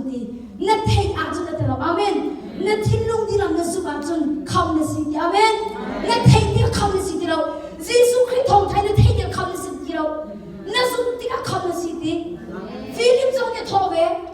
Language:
Hakha Chin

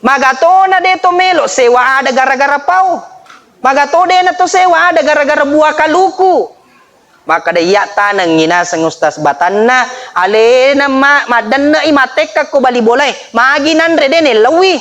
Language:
Buginese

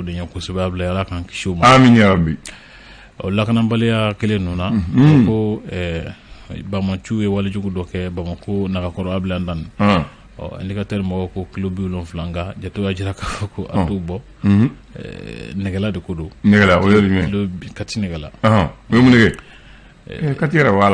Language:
Bambara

